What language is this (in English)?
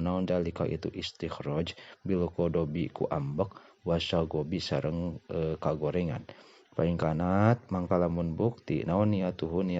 Sundanese